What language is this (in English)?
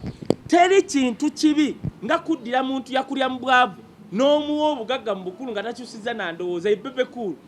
Ganda